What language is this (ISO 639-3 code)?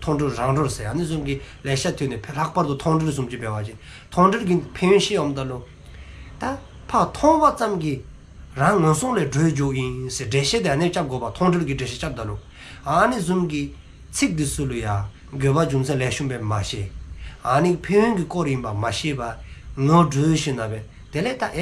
dzo